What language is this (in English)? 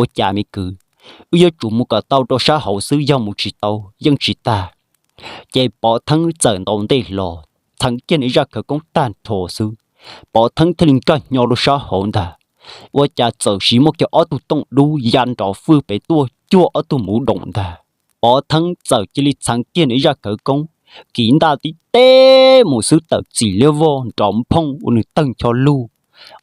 Hmong